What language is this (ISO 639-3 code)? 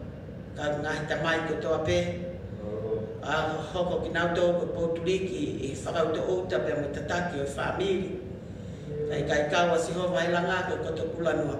ton